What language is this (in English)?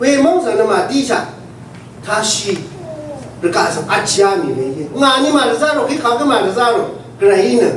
Rawang